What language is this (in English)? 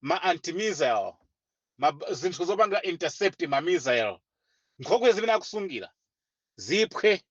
Nyanja